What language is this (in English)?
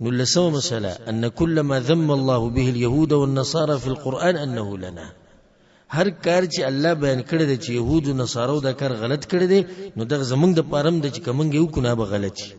Pashto